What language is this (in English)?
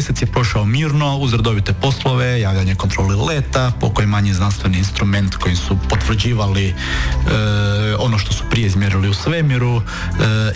Croatian